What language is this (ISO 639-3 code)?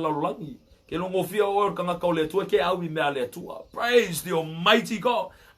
smo